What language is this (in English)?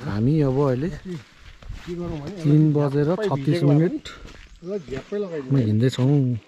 Nepali